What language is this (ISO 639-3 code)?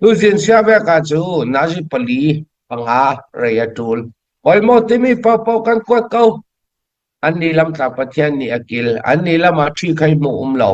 cfm